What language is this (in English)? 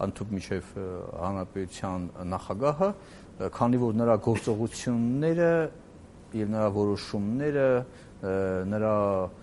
Armenian